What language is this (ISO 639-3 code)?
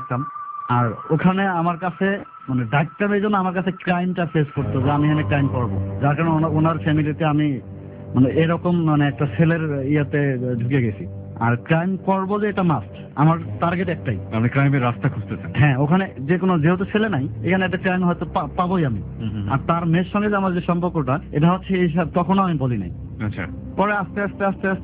ben